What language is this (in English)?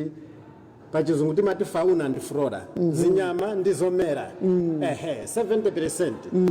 Nyanja